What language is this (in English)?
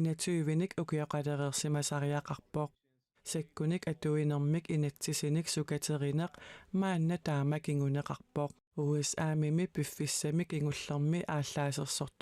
Kalaallisut